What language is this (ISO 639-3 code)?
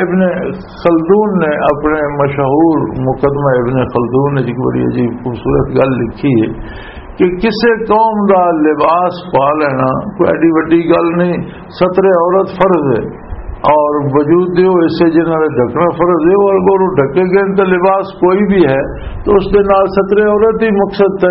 lah